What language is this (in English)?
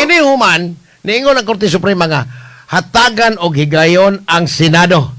Cebuano